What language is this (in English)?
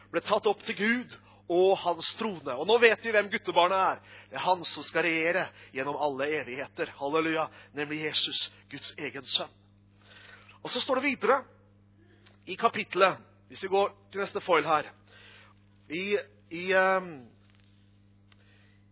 Norwegian